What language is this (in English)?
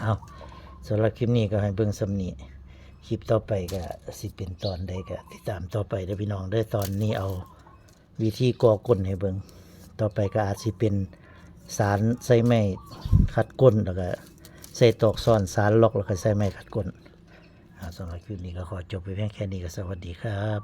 Lao